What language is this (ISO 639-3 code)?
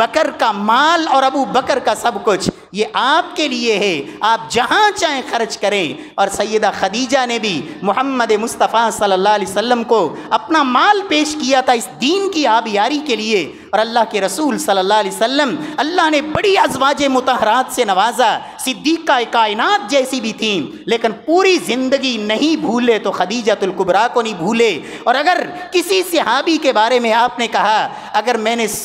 urd